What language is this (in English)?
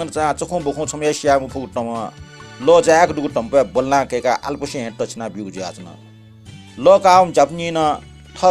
Newari